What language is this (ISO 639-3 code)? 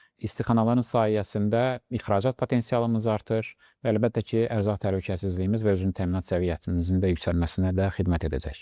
aze